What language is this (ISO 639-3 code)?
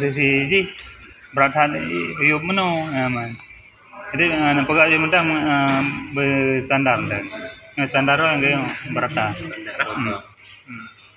ace